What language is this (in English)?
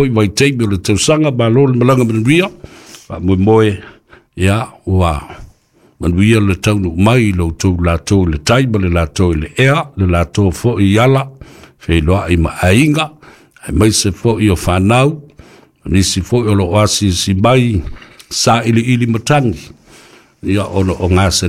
Samoan